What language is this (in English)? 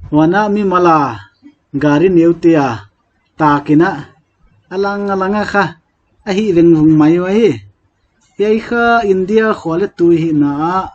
Paite Chin